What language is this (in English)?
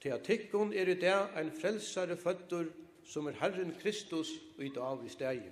Faroese